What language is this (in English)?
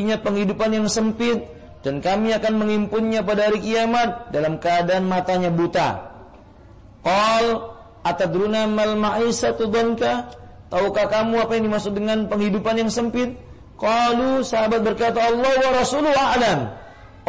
Indonesian